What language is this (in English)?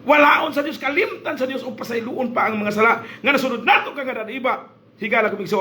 Cebuano